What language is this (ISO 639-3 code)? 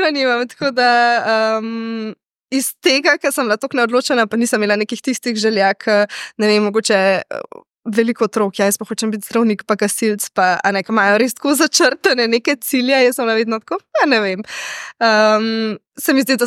slv